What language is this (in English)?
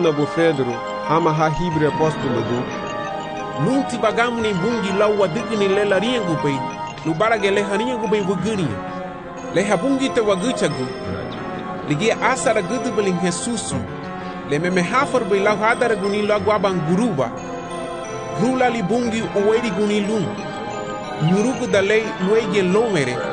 Garifuna